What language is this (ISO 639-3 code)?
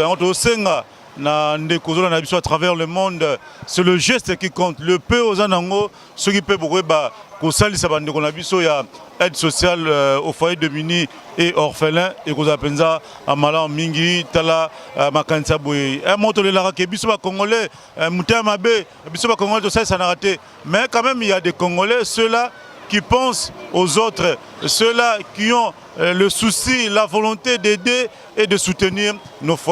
lin